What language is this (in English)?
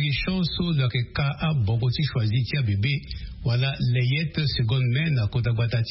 Sango